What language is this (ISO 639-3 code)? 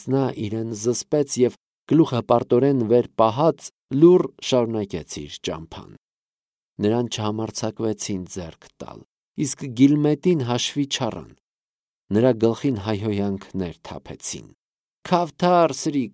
hye